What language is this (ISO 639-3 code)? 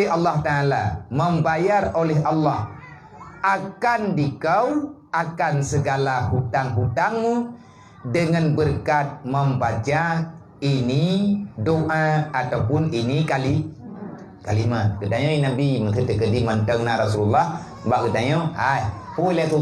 ace